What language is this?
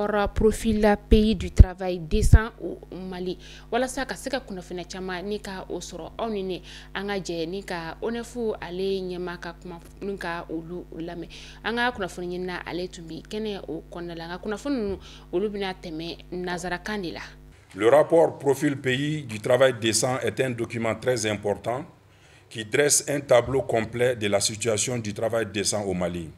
Bambara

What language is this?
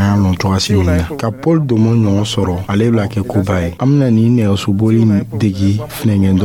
Dyula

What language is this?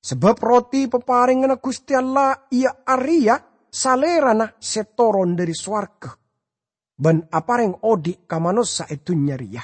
Madurese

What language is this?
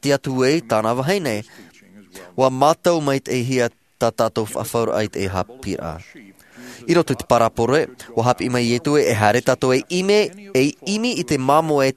Tahitian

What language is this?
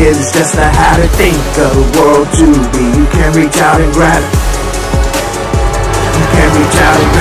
English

